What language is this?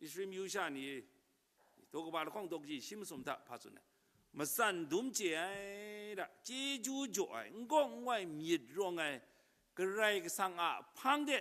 Kachin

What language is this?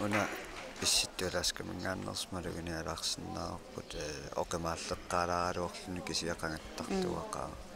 Kalaallisut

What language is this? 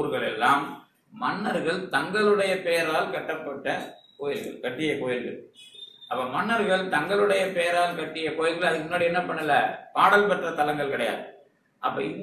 Tamil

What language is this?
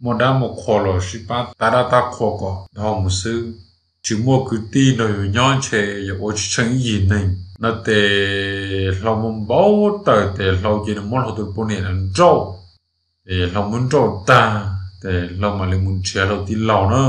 Hmong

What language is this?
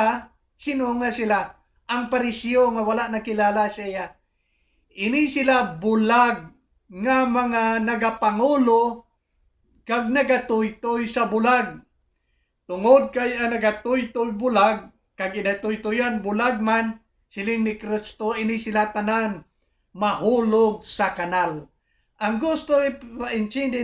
Hiligaynon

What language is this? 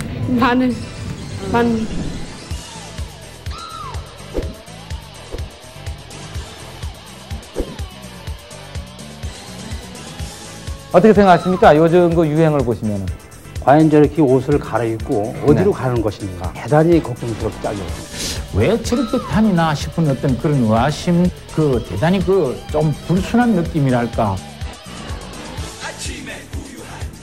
Korean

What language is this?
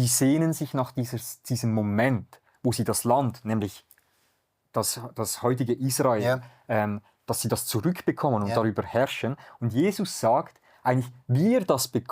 Swiss German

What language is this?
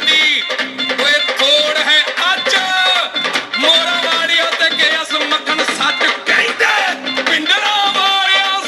Punjabi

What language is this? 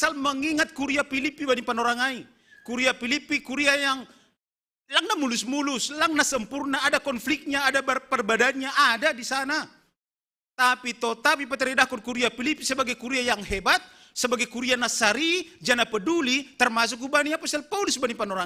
Batak Simalungun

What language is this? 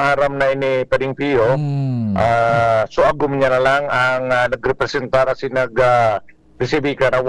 Bikol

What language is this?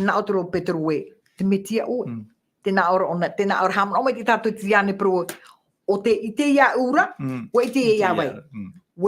Tahitian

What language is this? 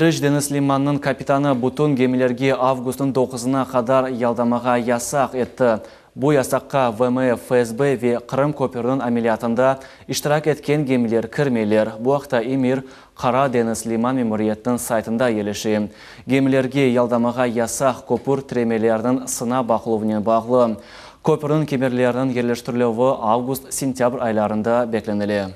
Crimean Tatar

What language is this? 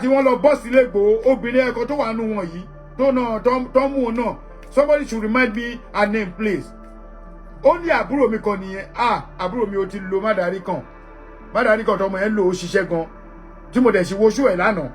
Yoruba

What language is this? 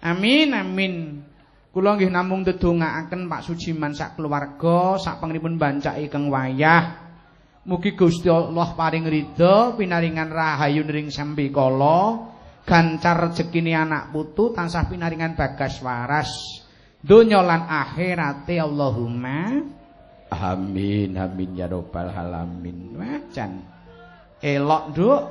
Javanese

